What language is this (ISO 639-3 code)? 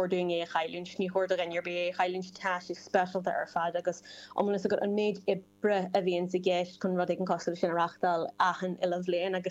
gle